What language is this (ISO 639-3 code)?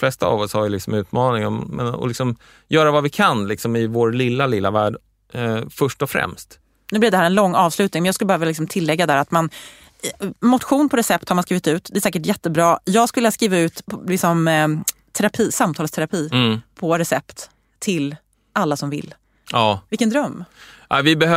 swe